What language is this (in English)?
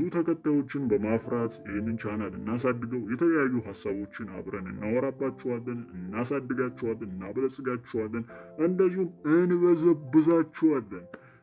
Amharic